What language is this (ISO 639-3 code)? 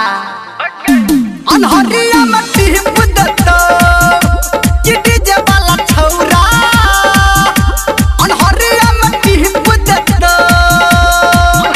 mai